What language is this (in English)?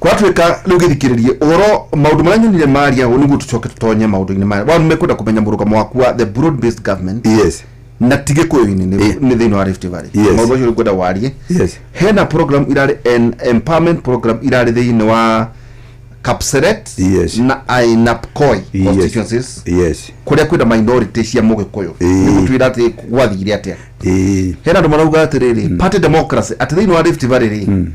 Kikuyu